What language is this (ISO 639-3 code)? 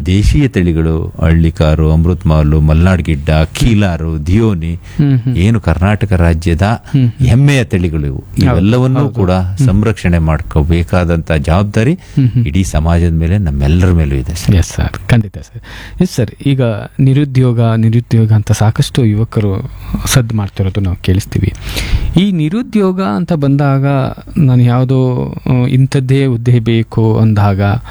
kan